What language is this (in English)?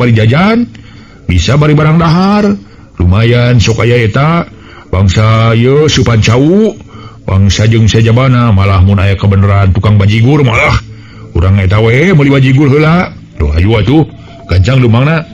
Sundanese